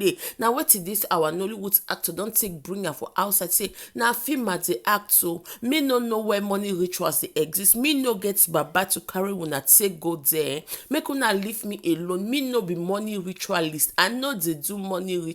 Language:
Nigerian Pidgin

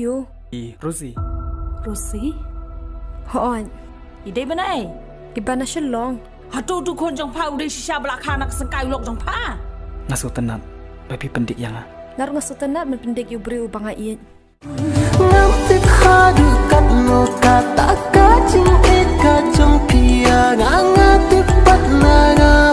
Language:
Khasi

